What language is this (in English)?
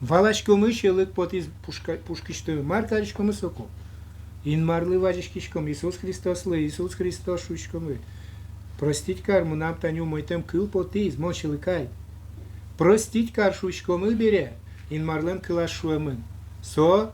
Udmurt